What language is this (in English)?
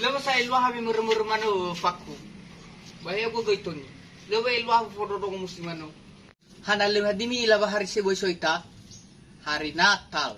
Nias